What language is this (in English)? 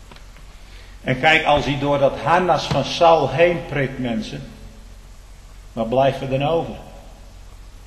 Dutch